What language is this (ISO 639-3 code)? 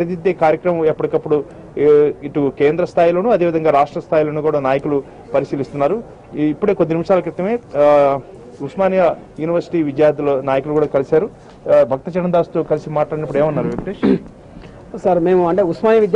tel